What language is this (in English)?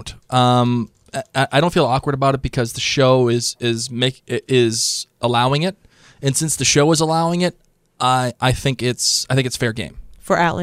English